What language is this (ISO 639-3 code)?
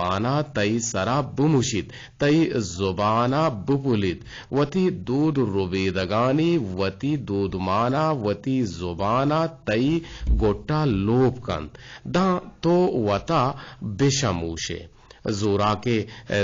bgp